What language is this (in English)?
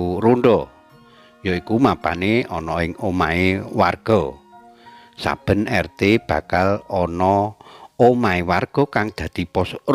Javanese